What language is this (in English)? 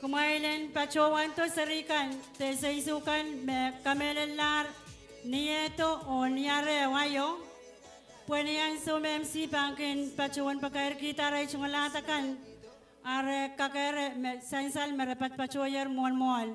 Pohnpeian